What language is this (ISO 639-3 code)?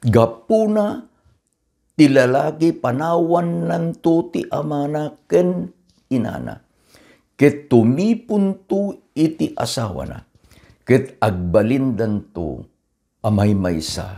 ilo